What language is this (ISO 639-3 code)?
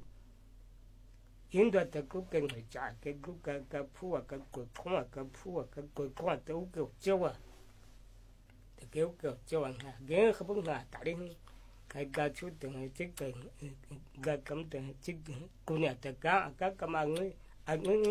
vie